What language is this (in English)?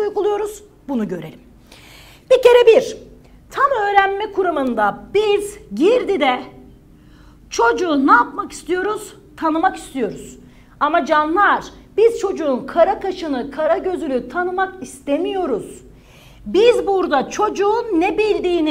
Turkish